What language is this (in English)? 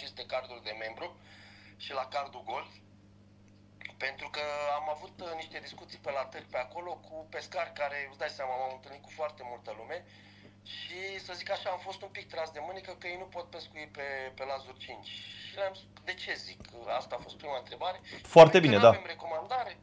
Romanian